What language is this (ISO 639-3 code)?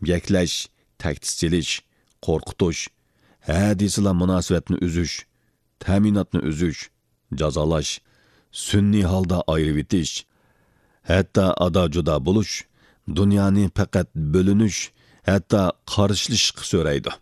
uig